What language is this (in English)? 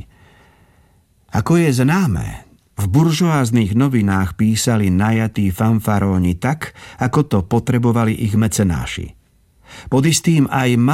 Slovak